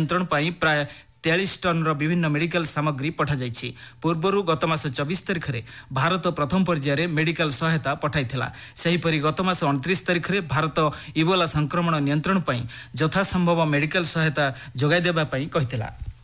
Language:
Odia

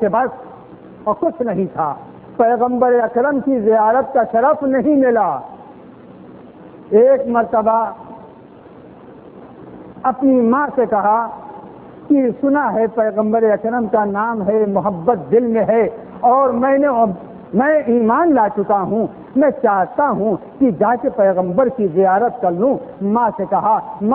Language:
Urdu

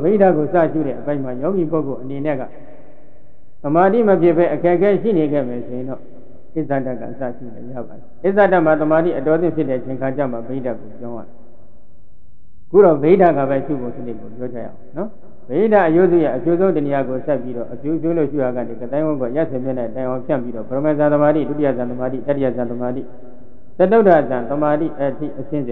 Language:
Burmese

